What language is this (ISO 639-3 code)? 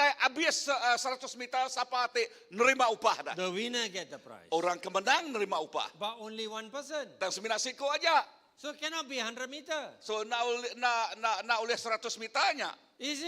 iba